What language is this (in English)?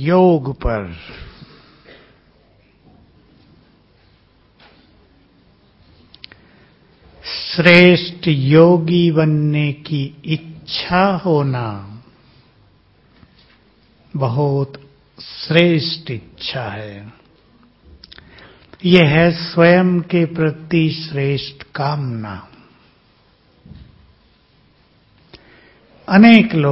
Hindi